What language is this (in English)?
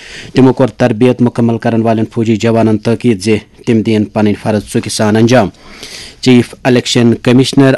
Kashmiri